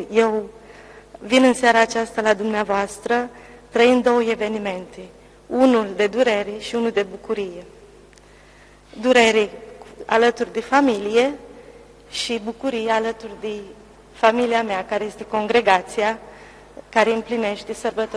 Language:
Romanian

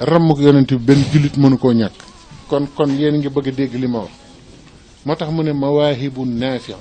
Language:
Wolof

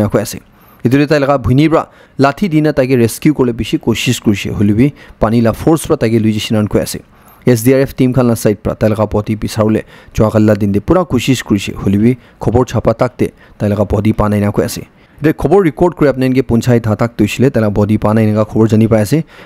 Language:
Naga Pidgin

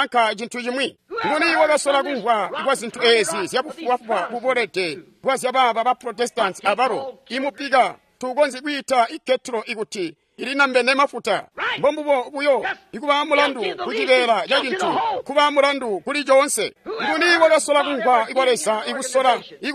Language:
Tonga (Zambia)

